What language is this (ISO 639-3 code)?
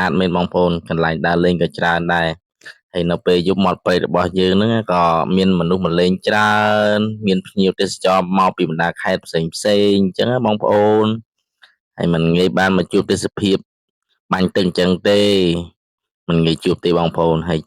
khm